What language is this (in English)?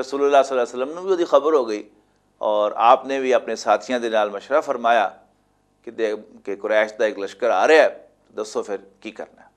Western Panjabi